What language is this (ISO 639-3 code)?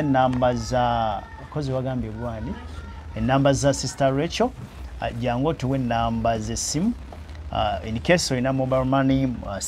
lug